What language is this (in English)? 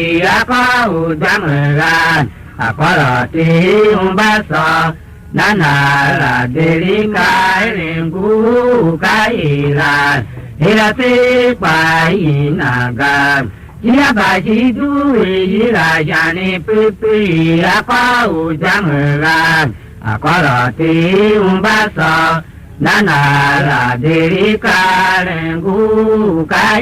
Tiv